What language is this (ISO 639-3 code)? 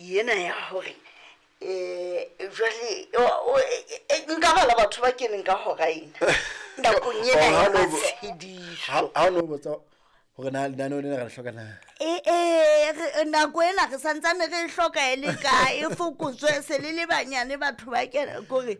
sot